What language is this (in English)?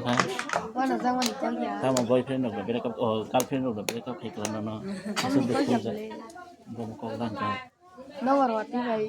Kok Borok